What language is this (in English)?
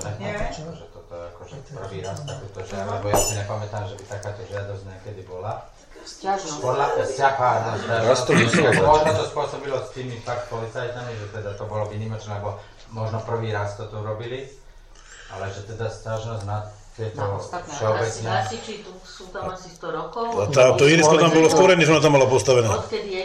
Slovak